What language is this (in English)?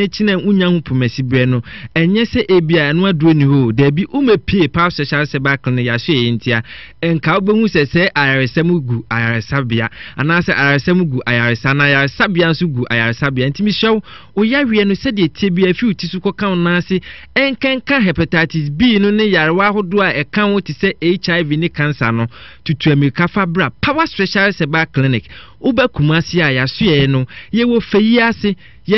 Akan